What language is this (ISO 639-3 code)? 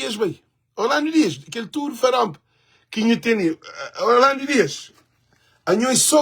kea